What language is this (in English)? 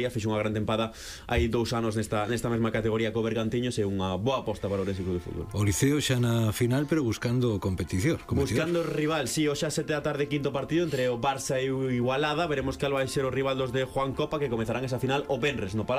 Galician